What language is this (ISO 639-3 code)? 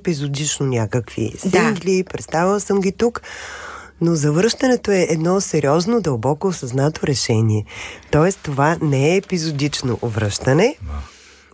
bul